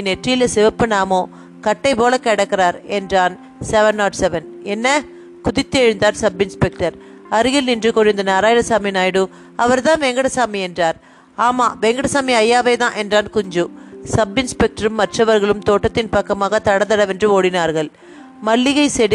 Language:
Tamil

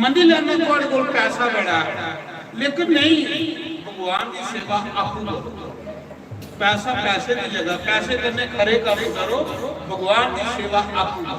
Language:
Dogri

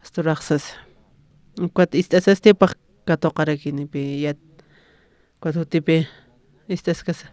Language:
Aymara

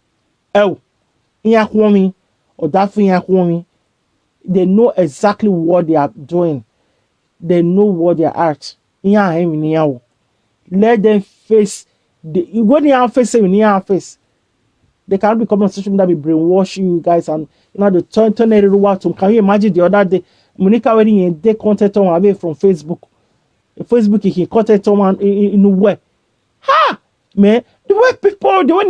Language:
Nigerian Pidgin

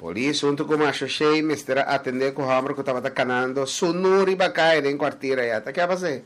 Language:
Papiamento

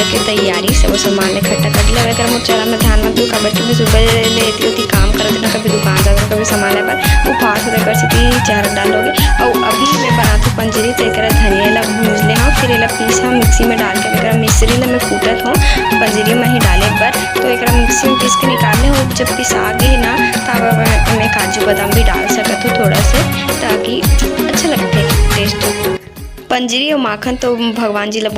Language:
Chhattisgarhi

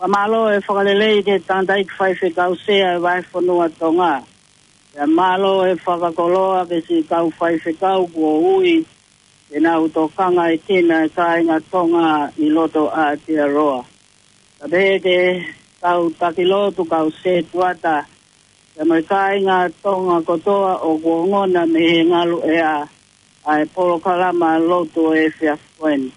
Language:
Tongan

